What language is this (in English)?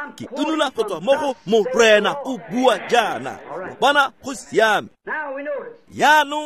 Tswana